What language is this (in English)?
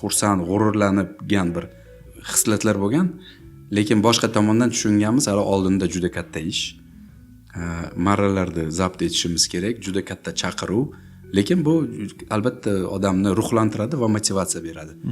Uzbek